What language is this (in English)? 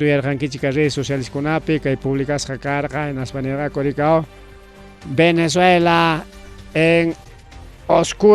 Ayacucho Quechua